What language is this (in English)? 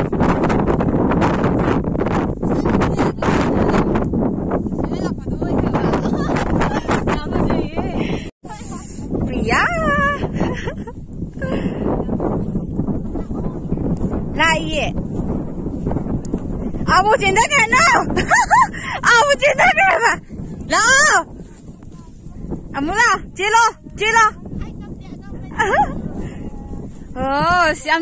Malay